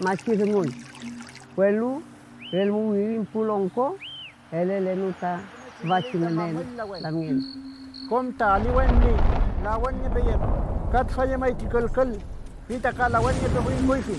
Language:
Mapuche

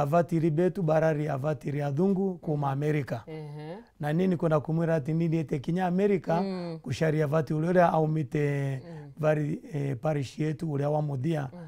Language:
Meru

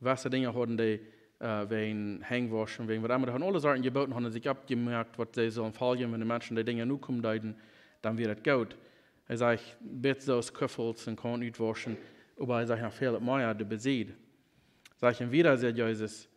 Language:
Plautdietsch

